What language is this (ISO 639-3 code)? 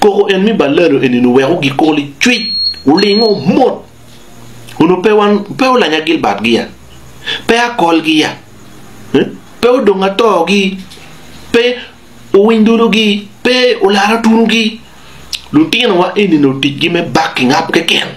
ach